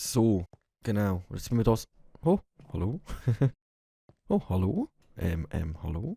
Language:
Swiss German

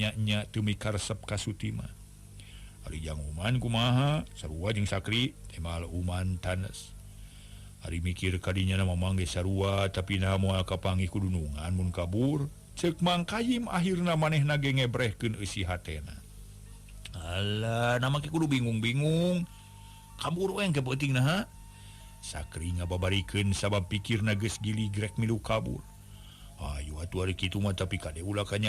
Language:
Sundanese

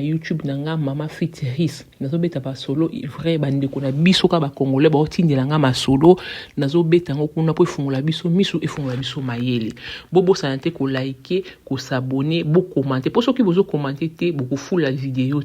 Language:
Lingala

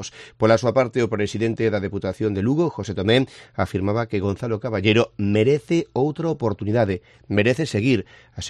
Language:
Galician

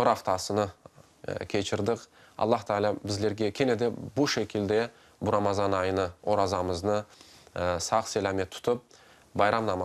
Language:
Crimean Tatar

